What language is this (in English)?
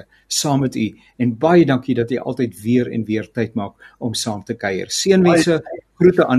Afrikaans